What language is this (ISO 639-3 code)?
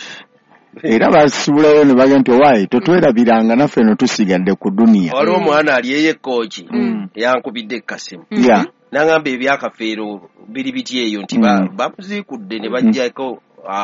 lug